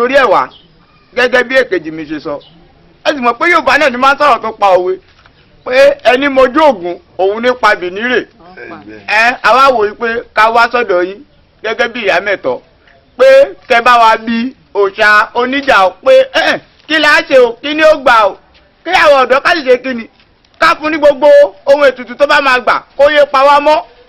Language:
Yoruba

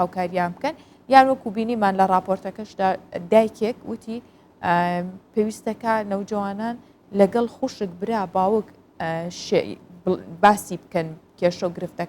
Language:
Central Kurdish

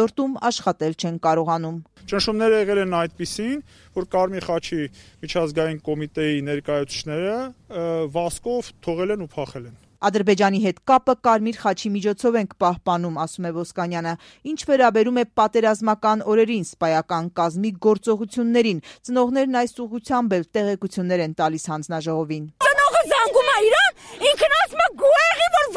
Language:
Armenian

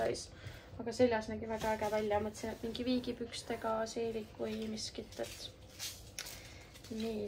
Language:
Estonian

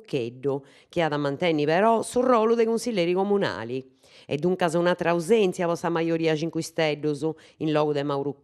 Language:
Sardinian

